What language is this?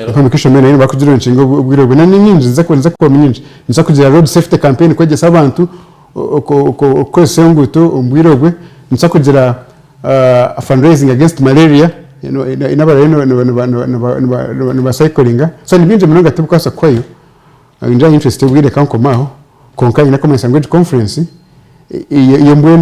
Nyankole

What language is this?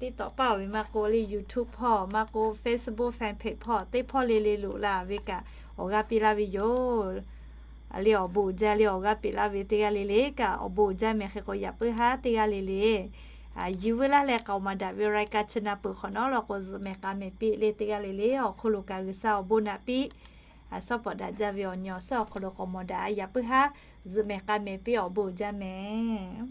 Lahu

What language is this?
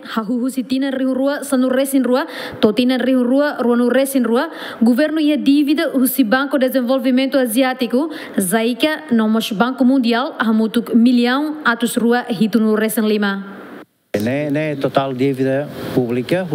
Tetum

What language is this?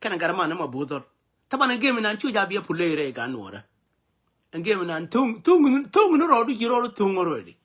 Nuer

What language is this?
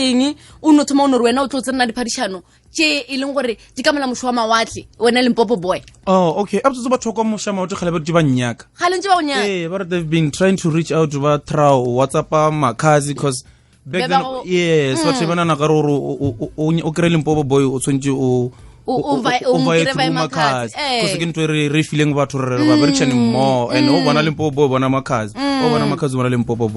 Northern Sotho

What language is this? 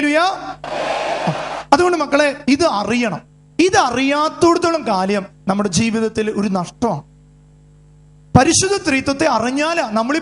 Malayalam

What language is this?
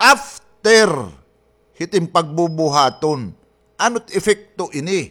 Waray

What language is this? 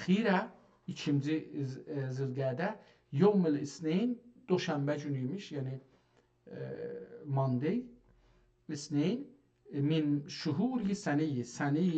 South Azerbaijani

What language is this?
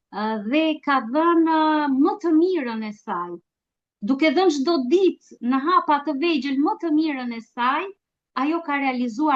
Albanian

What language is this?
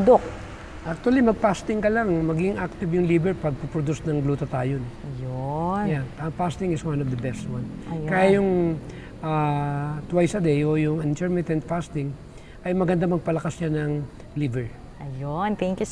Filipino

